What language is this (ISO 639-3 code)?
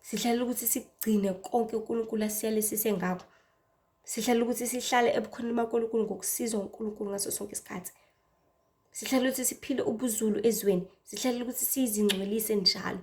zul